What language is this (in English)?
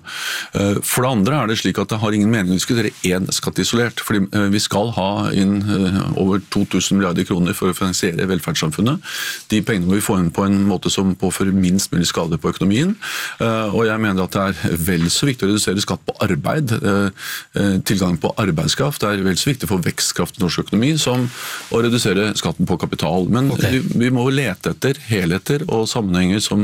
Norwegian